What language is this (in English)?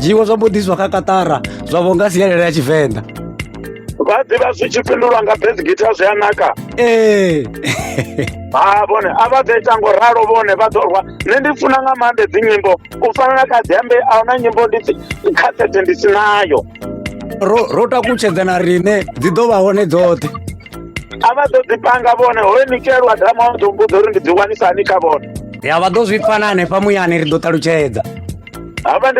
Venda